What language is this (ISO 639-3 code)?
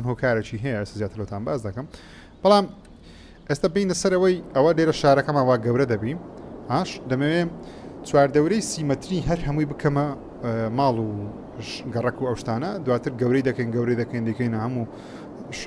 ckb